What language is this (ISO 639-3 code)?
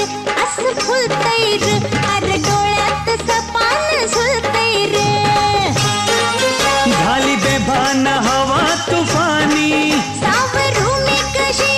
mar